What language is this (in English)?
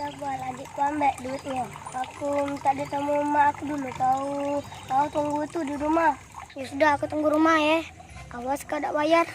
Musi